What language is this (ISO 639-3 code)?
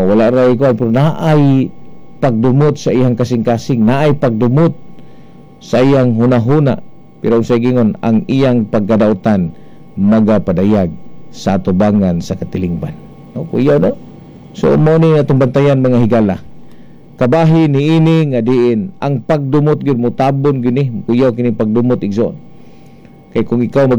ceb